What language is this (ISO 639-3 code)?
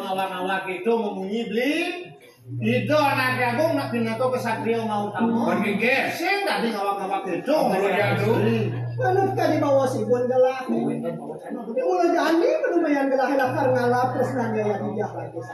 ban